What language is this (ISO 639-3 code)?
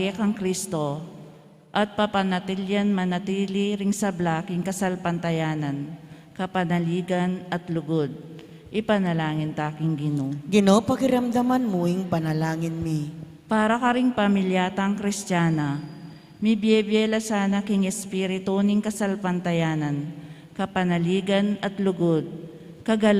pam